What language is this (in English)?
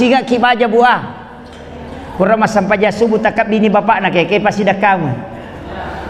Buginese